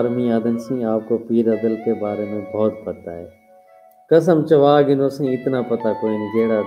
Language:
Saraiki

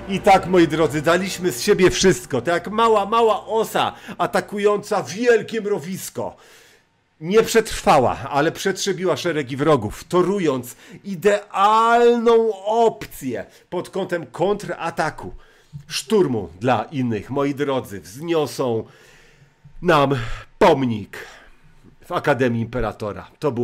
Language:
Polish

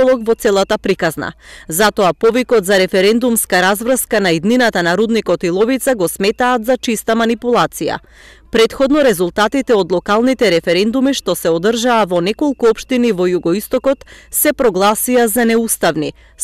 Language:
Macedonian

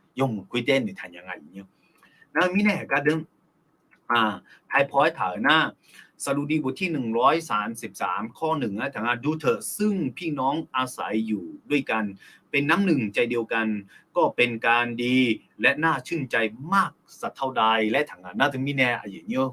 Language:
Akha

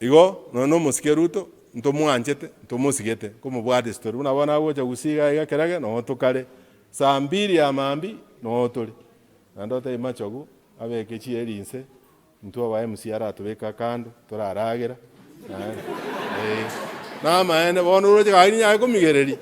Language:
Gusii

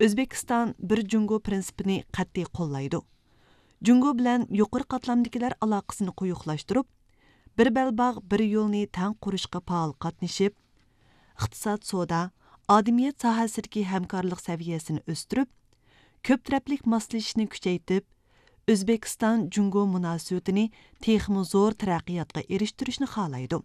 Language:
Uyghur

